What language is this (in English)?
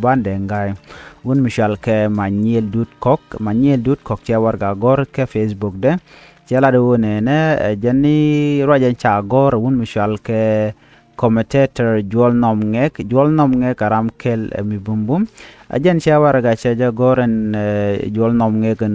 Nuer